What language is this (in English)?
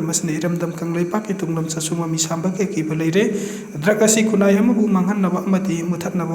Manipuri